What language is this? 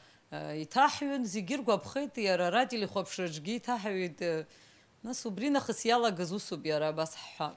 Abkhazian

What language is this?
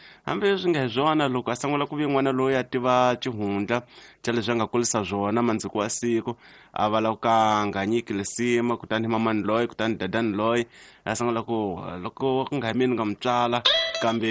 Tsonga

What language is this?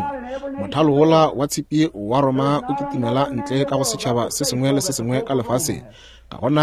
Northern Sotho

